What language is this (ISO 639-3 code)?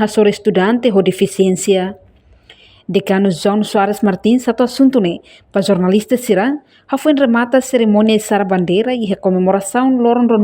tet